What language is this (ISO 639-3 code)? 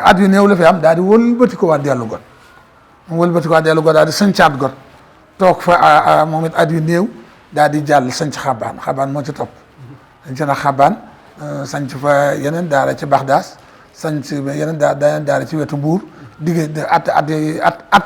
wol